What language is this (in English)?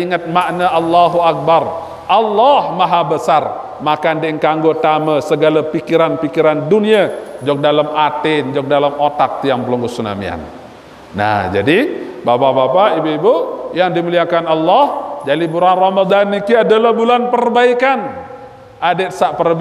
Sasak